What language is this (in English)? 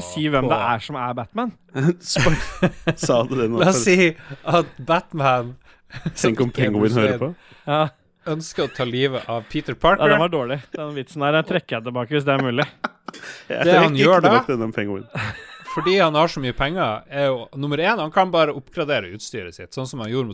Norwegian